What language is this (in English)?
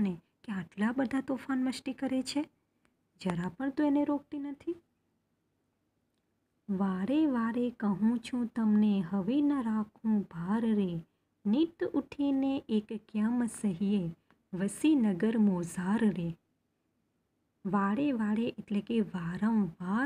Gujarati